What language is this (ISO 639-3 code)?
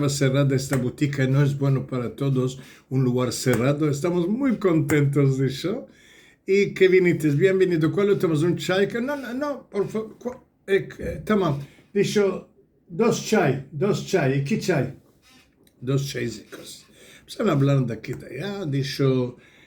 lad